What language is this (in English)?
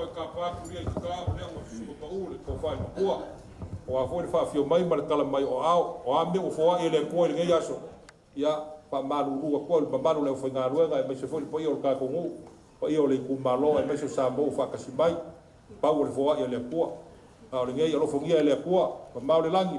Samoan